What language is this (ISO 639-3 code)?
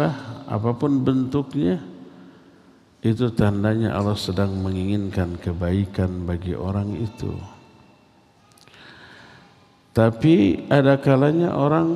ind